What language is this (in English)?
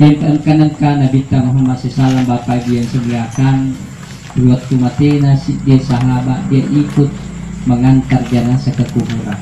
Buginese